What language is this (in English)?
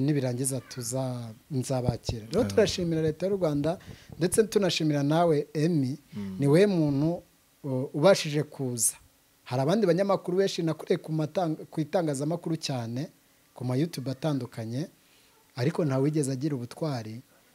Kinyarwanda